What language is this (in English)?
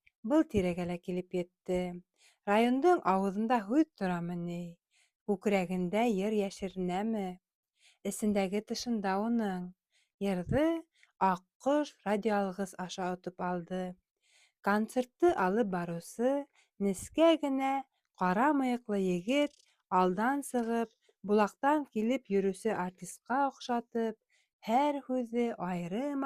Bashkir